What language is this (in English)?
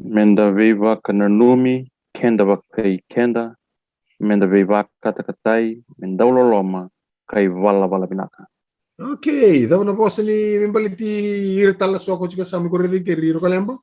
Fijian